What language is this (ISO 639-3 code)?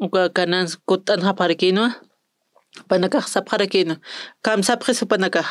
aym